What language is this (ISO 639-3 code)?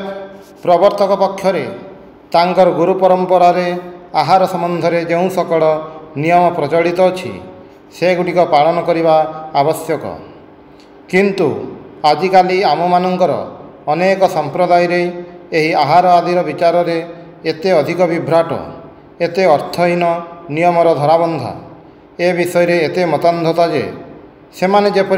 ori